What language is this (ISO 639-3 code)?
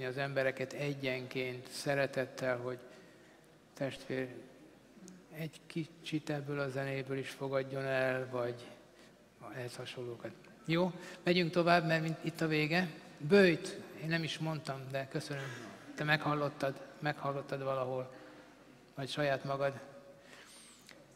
hun